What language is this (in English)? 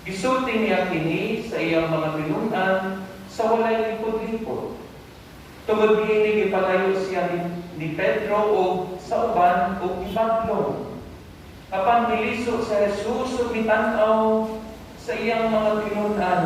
Cebuano